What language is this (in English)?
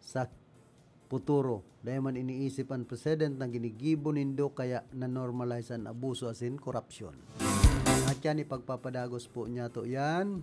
Bikol